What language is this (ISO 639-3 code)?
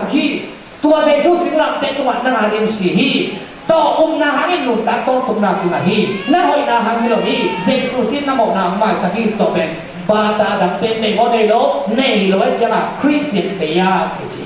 ctd